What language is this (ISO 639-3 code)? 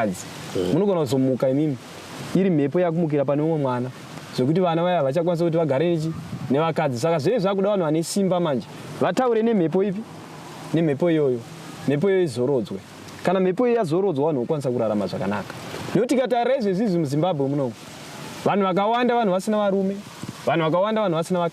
sna